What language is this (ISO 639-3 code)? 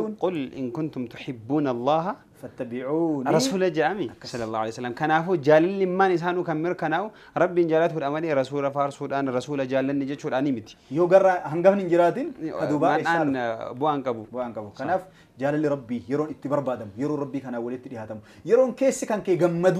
orm